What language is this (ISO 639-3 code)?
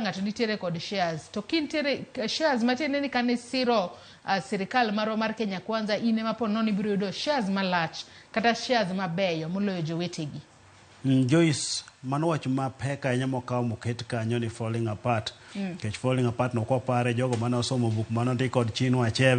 luo